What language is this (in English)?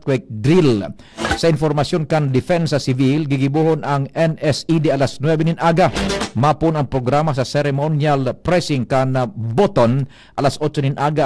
Bikol